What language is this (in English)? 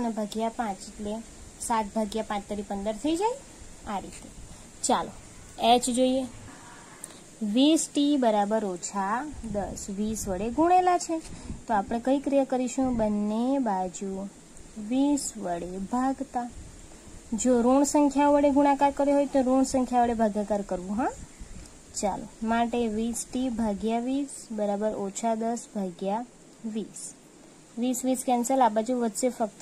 Gujarati